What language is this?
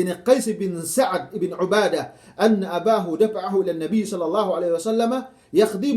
Yakan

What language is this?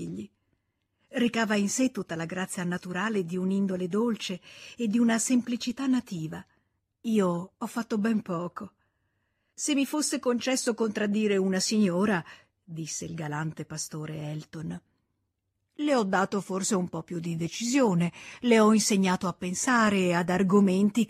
Italian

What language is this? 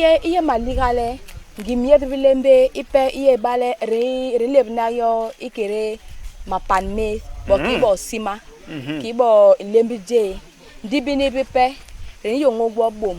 Basaa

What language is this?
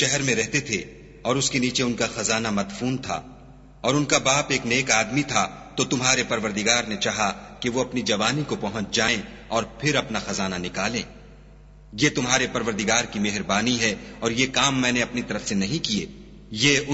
Urdu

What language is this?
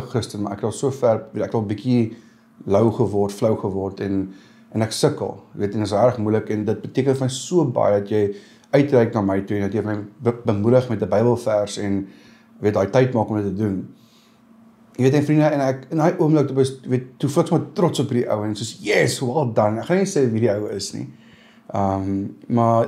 Afrikaans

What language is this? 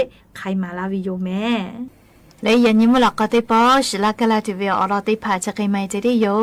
Lahu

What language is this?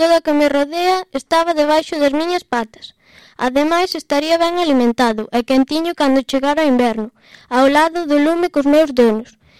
Galician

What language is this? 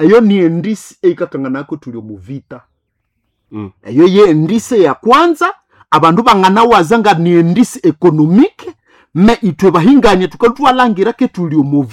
Nande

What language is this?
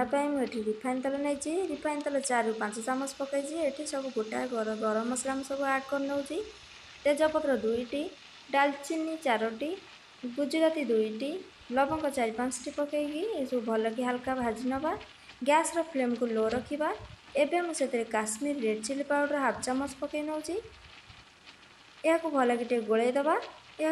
Odia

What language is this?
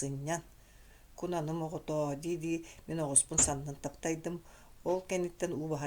Yakut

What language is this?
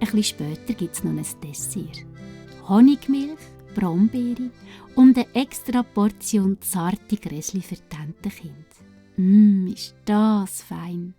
Swiss German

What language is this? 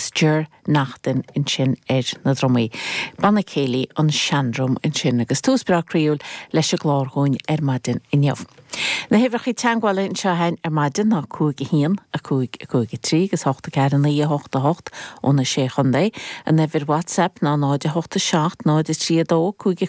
Irish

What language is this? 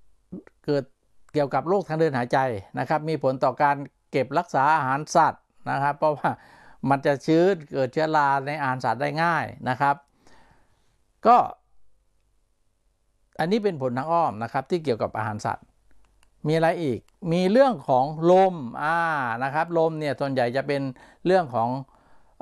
Thai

